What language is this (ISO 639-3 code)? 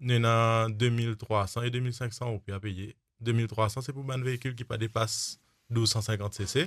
mfe